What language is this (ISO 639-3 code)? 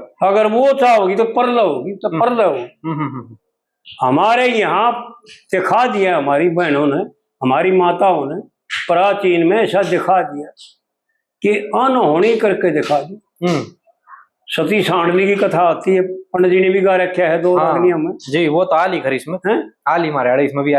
bgc